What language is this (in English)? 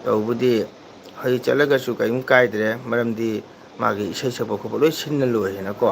Manipuri